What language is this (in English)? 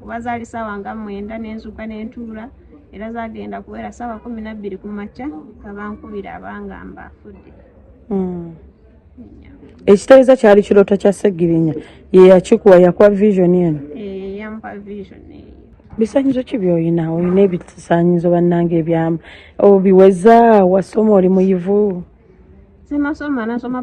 Ganda